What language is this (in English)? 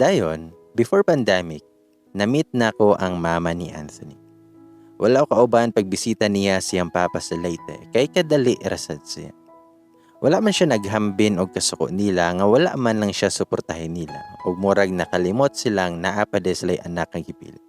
Cebuano